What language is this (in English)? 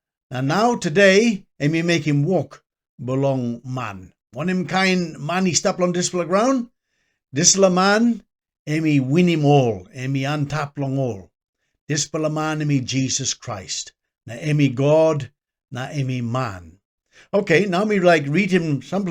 Tok Pisin